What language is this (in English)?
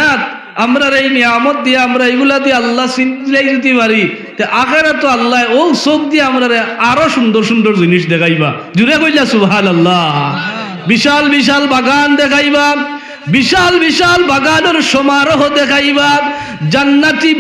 Sylheti